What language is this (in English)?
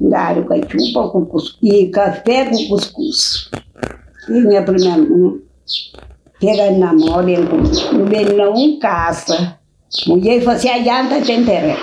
Kabuverdianu